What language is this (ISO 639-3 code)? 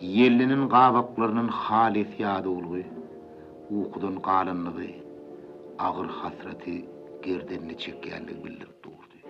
tuk